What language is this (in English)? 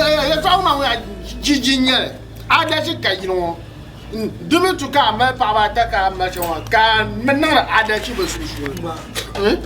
Dagbani